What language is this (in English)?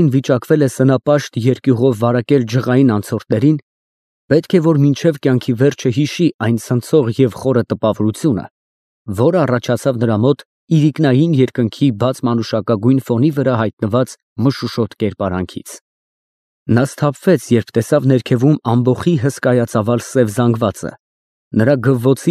Armenian